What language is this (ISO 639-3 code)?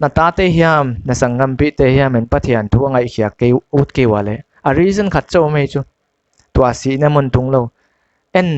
pck